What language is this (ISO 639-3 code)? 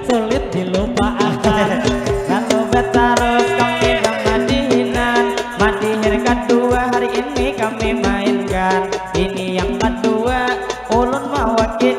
bjn